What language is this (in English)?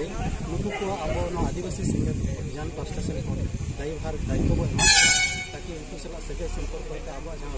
Santali